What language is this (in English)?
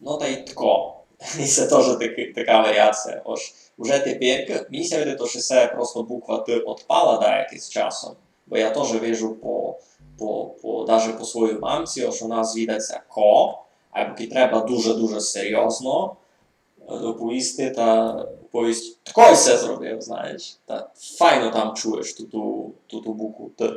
Rusyn